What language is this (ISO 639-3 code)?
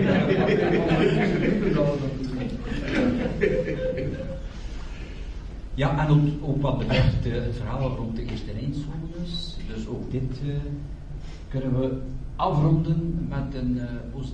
nld